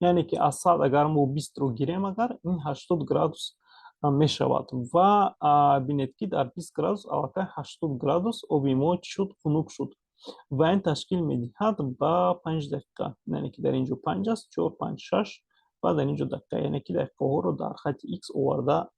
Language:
Tajik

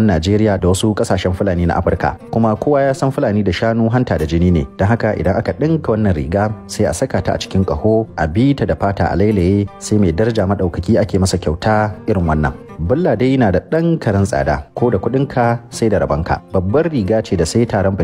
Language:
Hausa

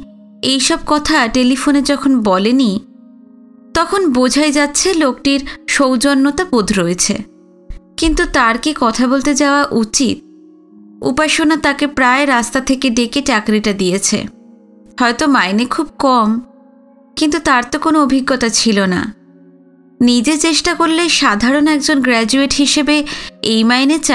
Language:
Bangla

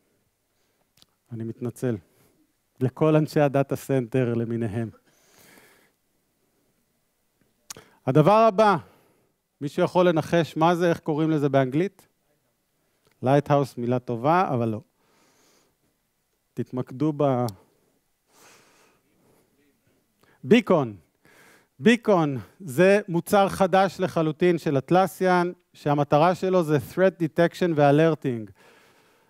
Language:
Hebrew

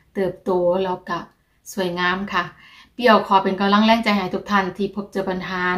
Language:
Thai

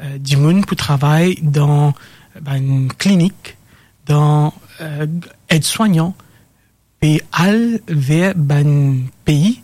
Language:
Morisyen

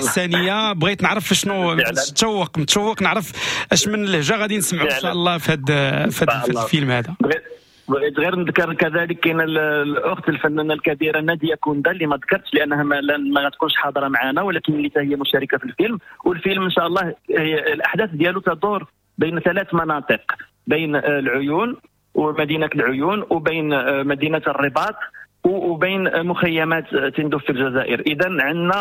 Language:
Moroccan Arabic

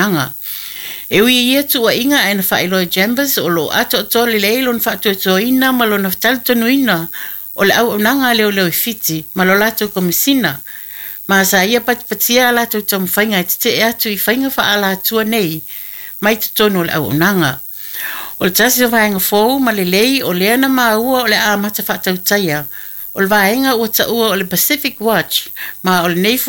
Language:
Samoan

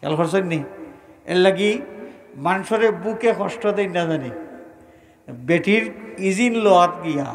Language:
Sylheti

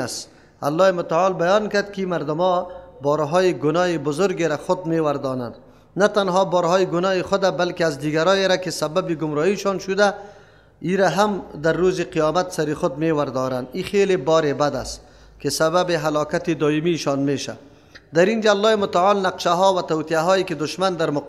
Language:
Persian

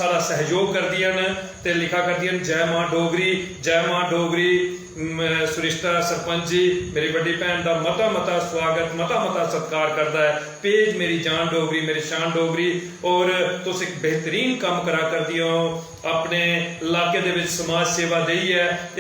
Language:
Dogri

